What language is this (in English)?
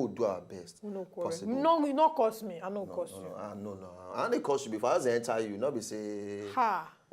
Nigerian Pidgin